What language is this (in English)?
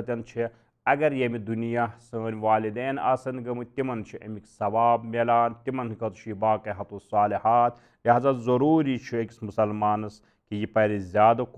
Kashmiri